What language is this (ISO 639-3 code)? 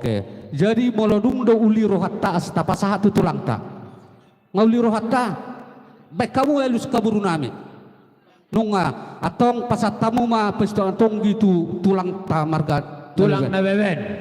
bbc